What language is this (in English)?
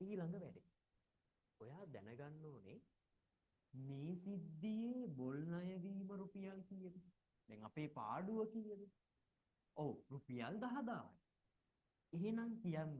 Sinhala